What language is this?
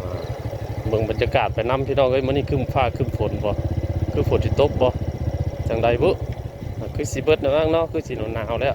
Northeastern Thai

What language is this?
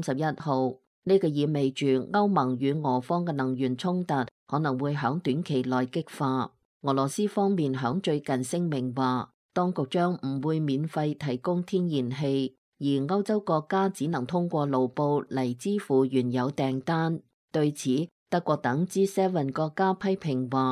Cantonese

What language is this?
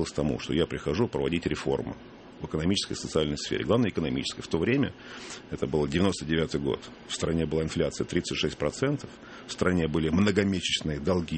Russian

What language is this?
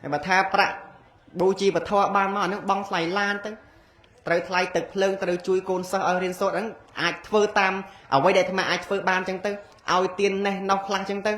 Khmer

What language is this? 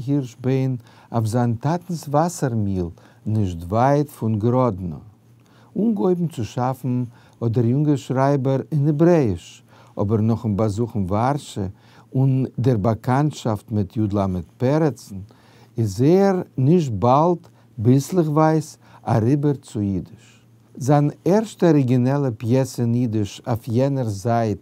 Yiddish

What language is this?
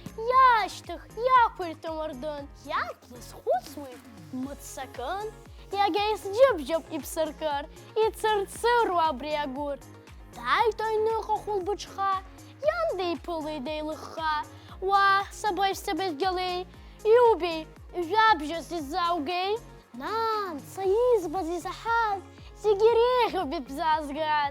Abkhazian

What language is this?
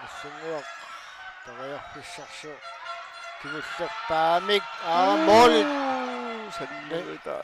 Kalaallisut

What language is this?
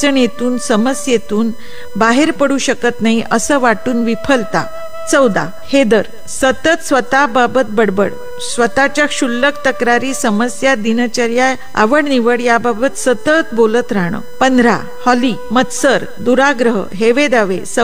Marathi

